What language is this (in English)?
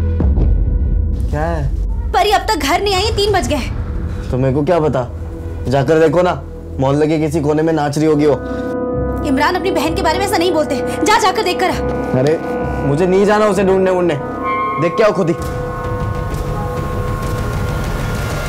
Hindi